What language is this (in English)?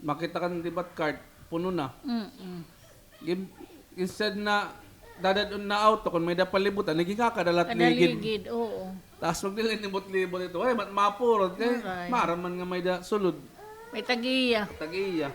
Waray